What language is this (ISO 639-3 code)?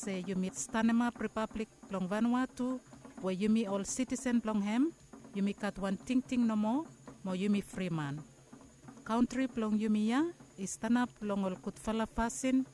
bis